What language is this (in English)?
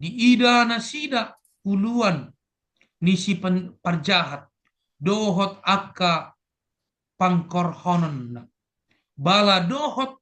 Batak Toba